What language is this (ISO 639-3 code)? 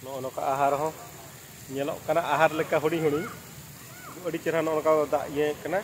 sat